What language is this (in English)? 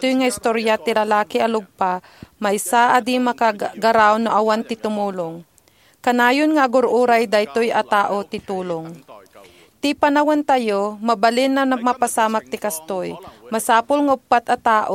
Iloko